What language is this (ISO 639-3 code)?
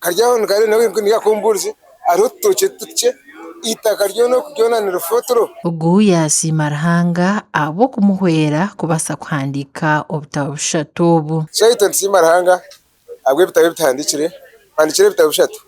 nyn